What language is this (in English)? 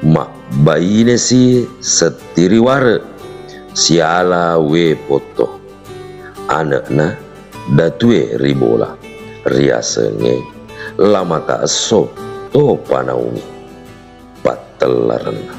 Buginese